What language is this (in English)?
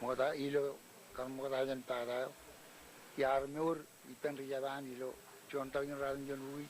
Marshallese